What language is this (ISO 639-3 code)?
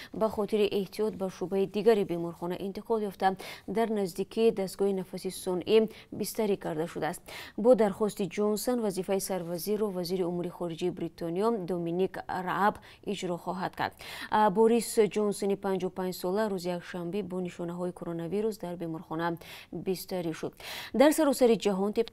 tgk